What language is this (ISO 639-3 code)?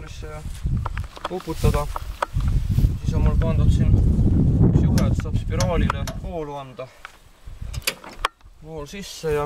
est